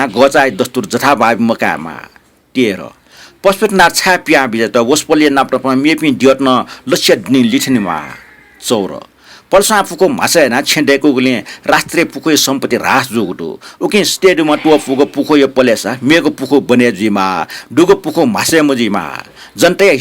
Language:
Newari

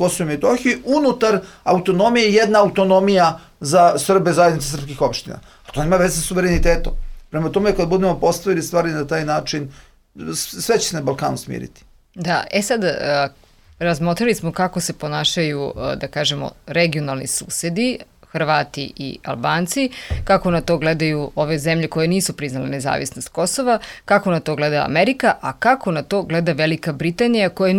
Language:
Serbian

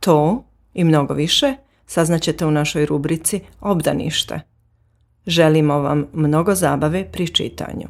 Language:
Serbian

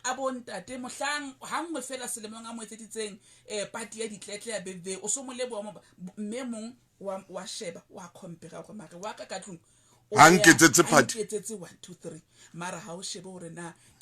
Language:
Southern Sotho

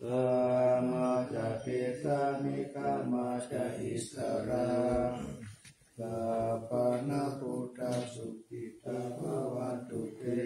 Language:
Pali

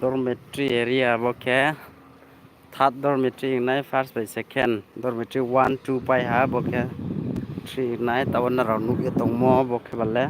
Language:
Riang (India)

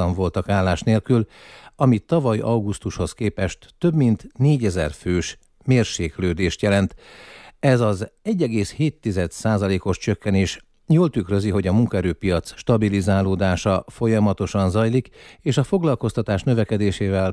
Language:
Hungarian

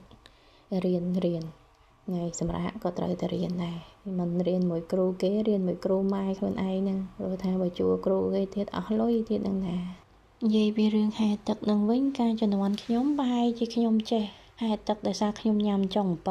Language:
Khmer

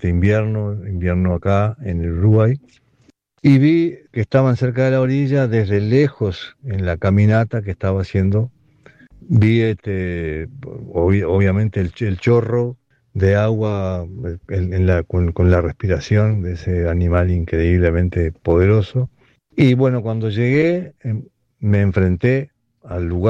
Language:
Spanish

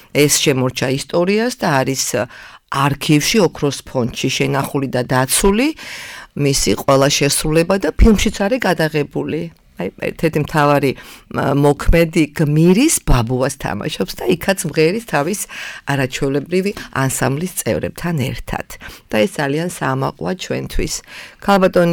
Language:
Georgian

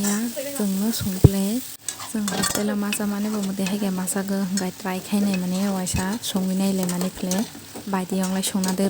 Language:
Kok Borok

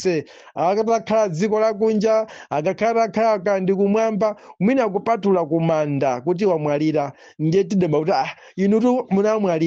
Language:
Nyanja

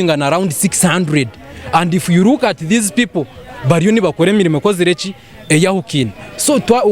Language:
Nyankole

